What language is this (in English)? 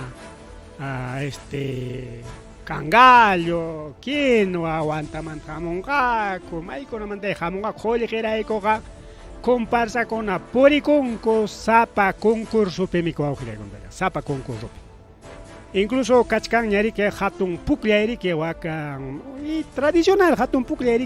Ayacucho Quechua